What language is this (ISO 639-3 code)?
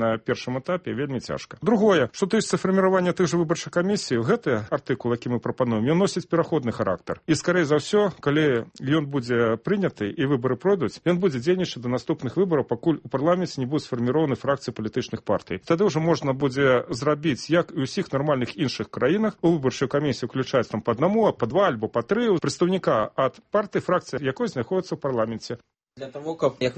bel